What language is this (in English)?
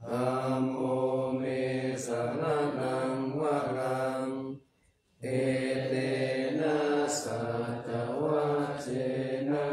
Pali